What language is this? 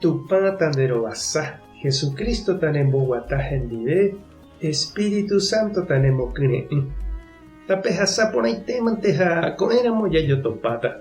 Guarani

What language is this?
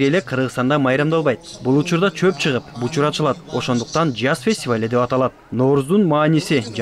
Kyrgyz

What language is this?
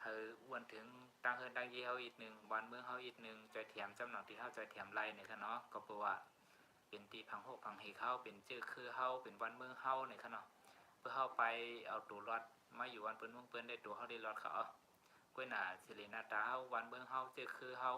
Shan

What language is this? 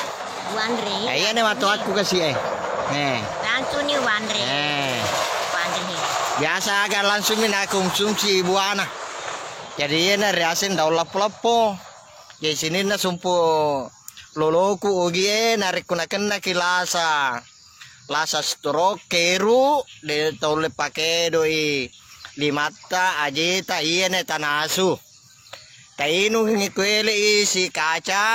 Buginese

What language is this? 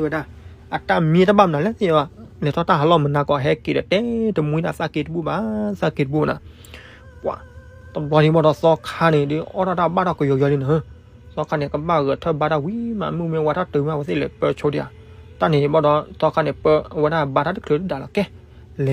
S'gaw Karen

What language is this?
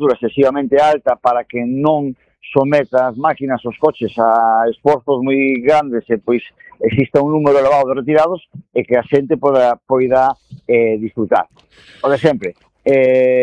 Galician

